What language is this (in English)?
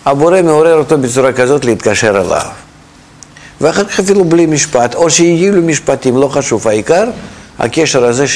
Hebrew